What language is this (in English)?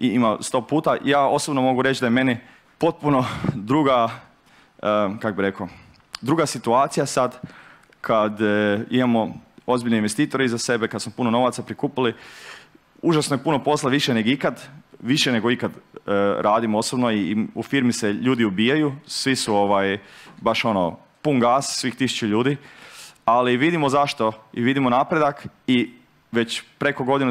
Croatian